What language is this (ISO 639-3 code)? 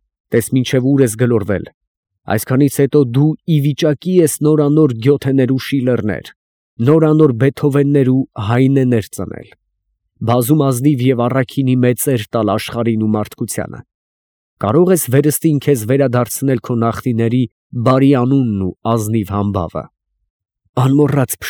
hye